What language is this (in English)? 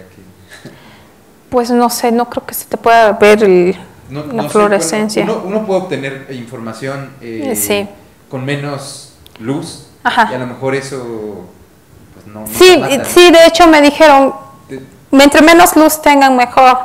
Spanish